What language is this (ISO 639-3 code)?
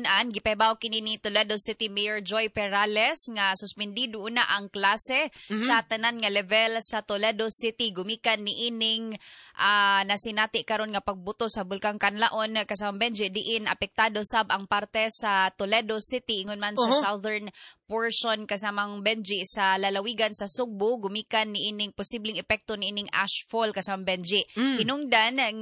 ceb